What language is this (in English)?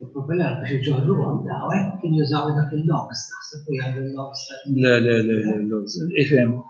Maltese